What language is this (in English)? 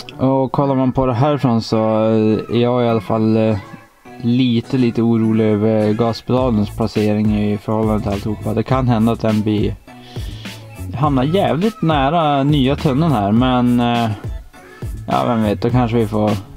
Swedish